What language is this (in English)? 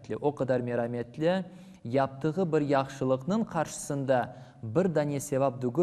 Crimean Tatar